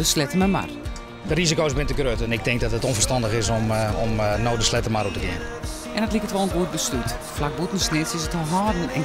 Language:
Western Frisian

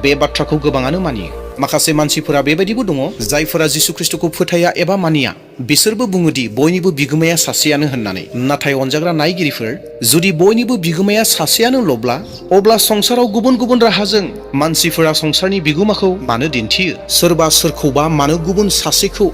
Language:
Bodo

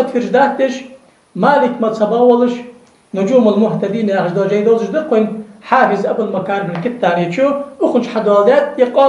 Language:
Ingush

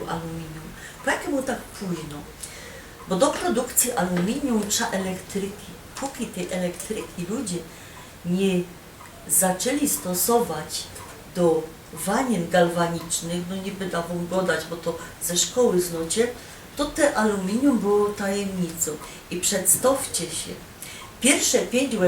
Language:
Silesian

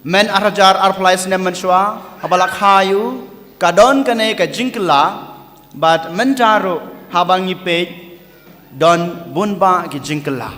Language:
Khasi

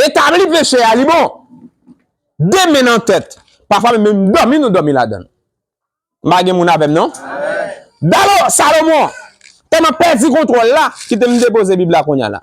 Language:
Haitian Creole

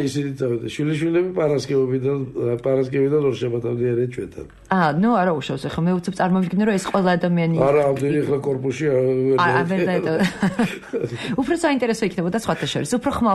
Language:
Georgian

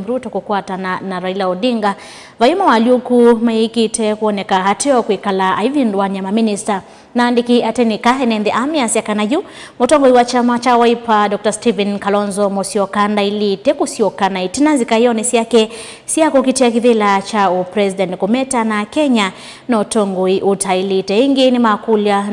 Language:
Kamba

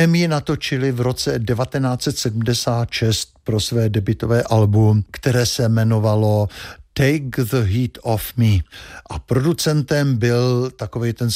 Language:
Czech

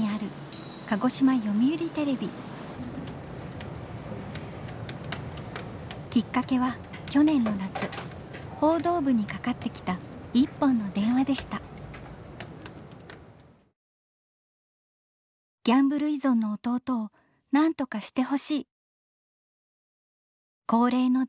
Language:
Japanese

